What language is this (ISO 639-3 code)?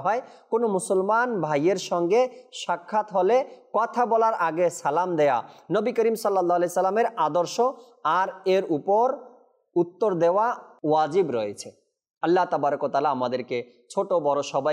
ben